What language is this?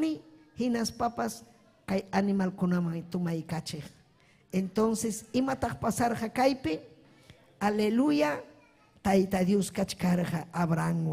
Ayacucho Quechua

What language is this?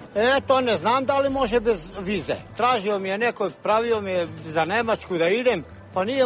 Serbian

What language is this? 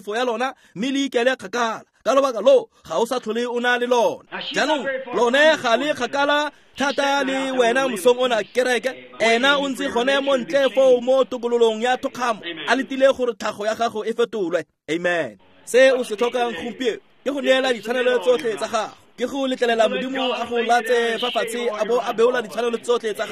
Tswana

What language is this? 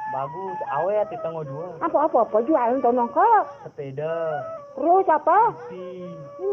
Sasak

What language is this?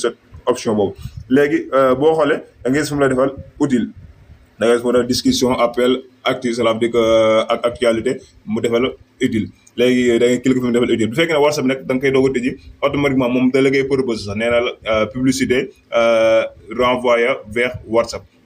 Wolof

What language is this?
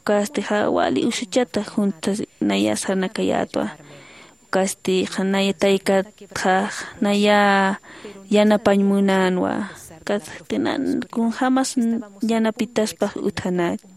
Aymara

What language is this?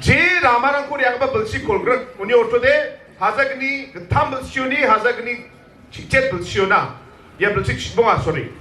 Garo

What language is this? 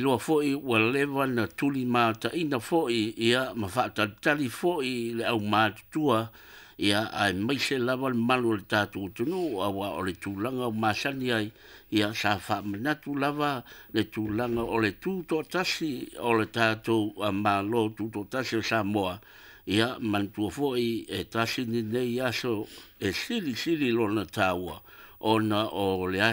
Samoan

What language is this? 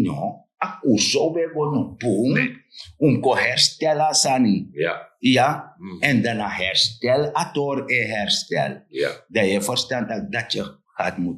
Sranan Tongo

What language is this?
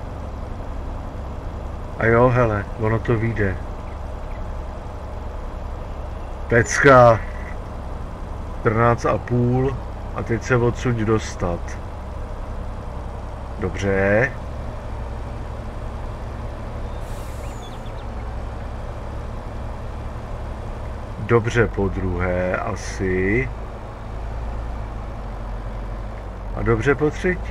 Czech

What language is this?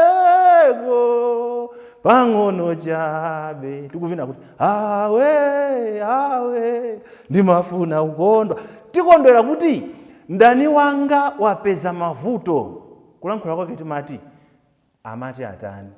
Nyanja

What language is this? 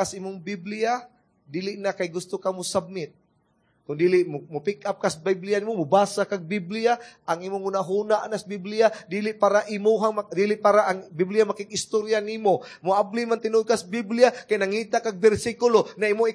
Cebuano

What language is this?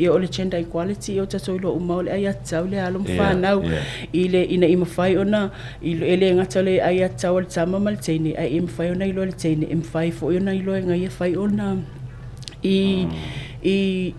Samoan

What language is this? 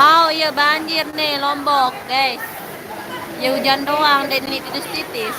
Sasak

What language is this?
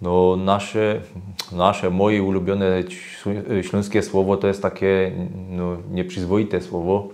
Silesian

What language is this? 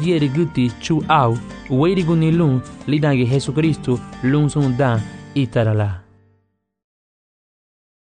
Garifuna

